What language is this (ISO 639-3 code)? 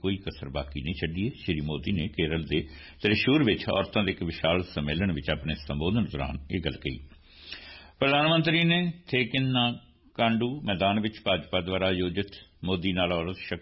pan